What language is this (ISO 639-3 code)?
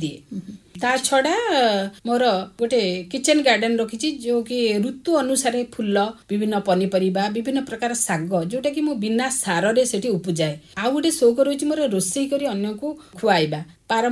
ori